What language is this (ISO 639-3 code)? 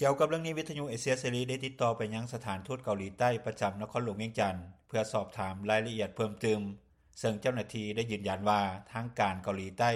lao